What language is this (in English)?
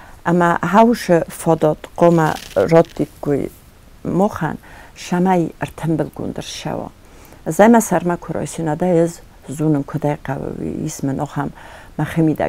Ossetic